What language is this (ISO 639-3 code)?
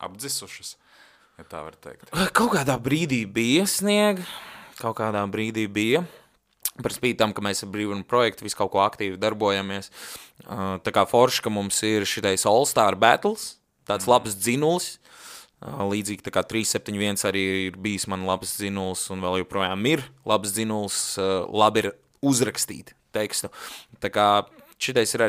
lav